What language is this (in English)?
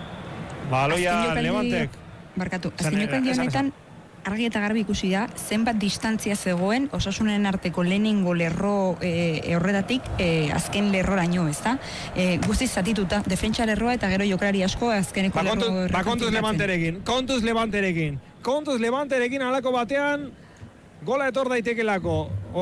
Basque